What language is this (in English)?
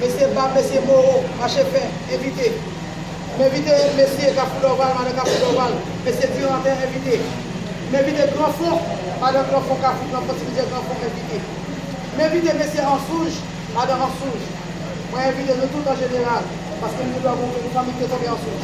Haitian Creole